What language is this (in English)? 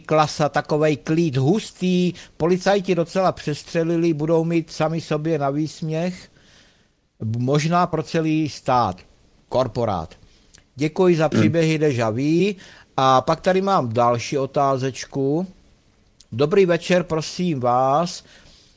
Czech